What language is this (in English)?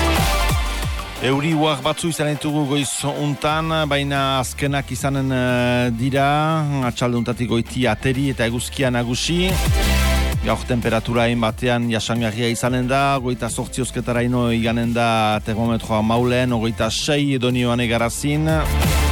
Basque